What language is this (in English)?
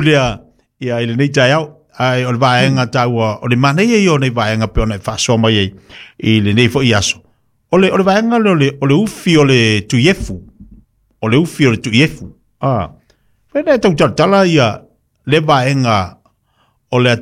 Samoan